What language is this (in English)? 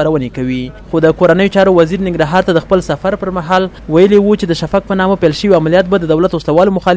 Pashto